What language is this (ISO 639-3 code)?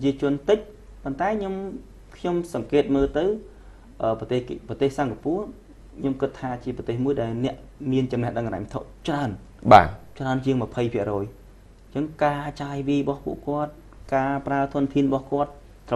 khm